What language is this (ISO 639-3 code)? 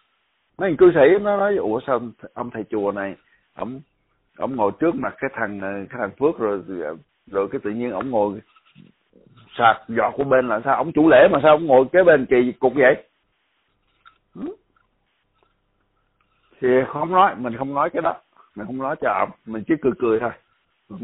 vie